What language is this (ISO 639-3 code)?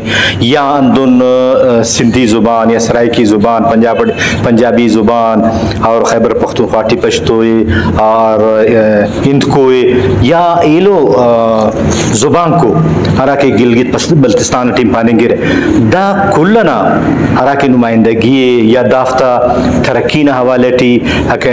brh